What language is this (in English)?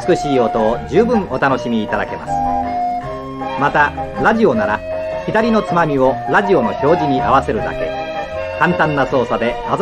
Japanese